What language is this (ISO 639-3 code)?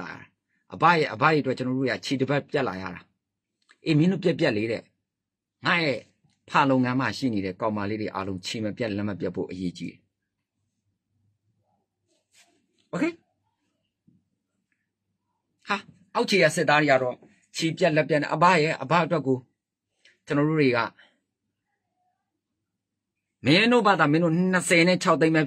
mya